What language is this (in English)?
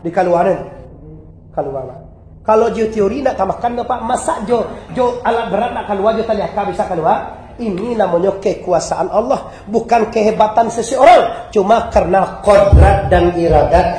Minangkabau